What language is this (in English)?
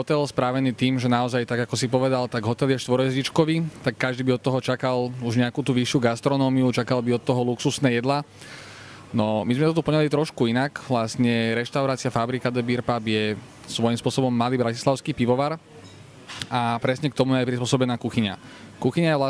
Slovak